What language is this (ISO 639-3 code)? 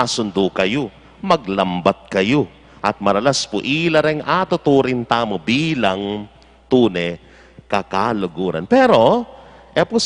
pam